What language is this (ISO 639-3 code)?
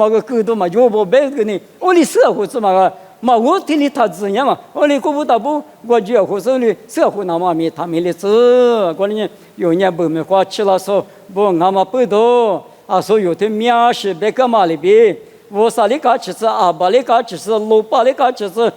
lis